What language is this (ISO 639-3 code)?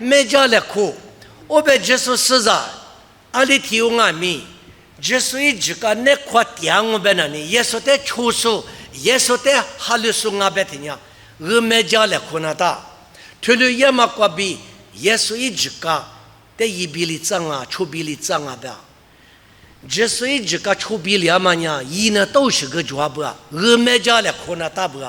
lis